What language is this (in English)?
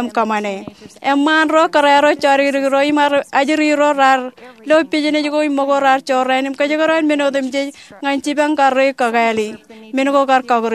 Marshallese